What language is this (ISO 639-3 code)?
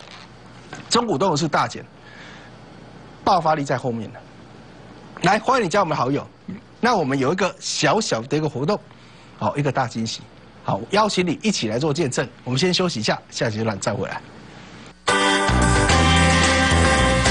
zho